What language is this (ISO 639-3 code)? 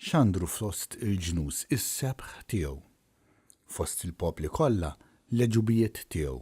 mlt